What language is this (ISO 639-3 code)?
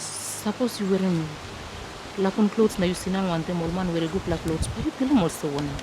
tpi